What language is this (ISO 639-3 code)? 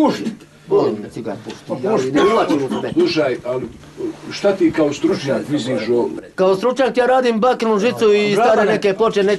bos